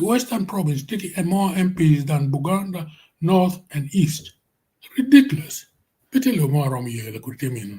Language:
Acoli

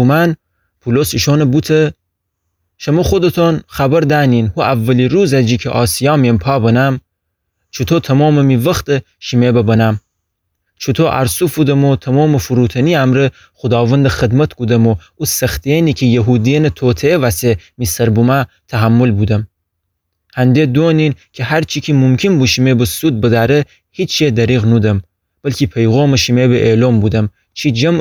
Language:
Gilaki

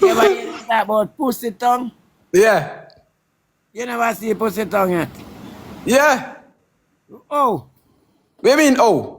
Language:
Jamaican Creole English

